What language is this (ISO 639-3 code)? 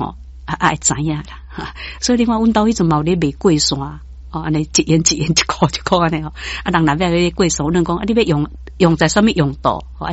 nan